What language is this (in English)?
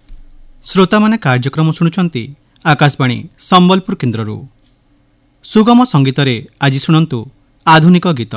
Odia